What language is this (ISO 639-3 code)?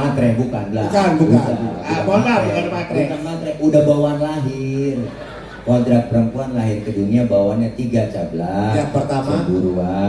bew